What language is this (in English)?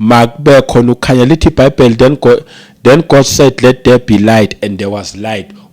Zulu